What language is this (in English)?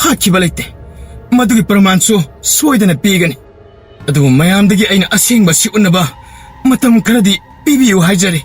Manipuri